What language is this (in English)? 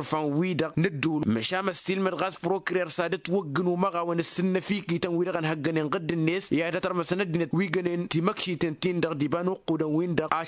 Tamasheq